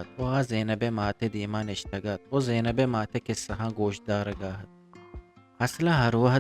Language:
Eastern Balochi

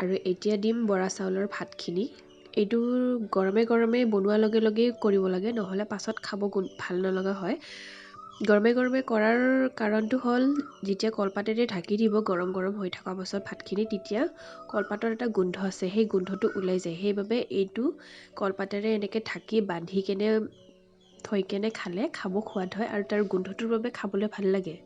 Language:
Assamese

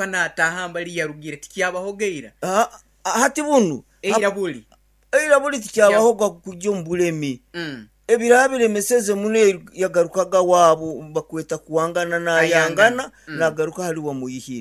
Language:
Nyankole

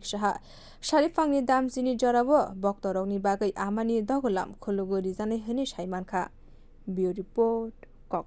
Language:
Kok Borok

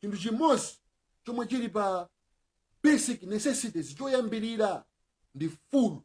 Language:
Nyanja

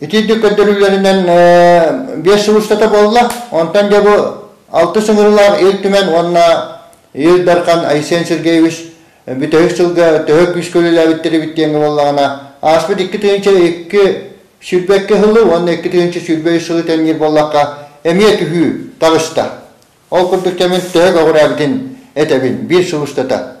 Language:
Yakut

